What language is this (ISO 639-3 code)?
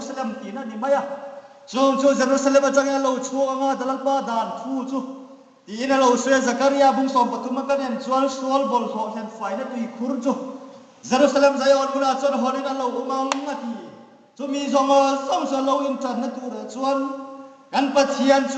hmr